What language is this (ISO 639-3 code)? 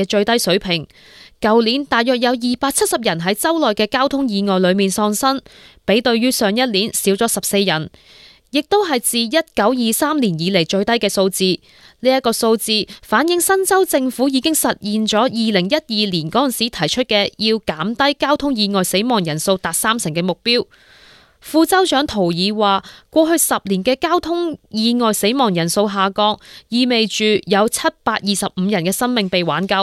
yue